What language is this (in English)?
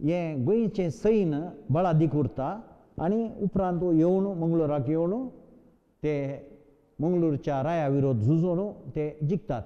Konkani